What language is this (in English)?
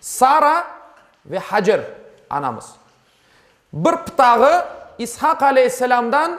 Crimean Tatar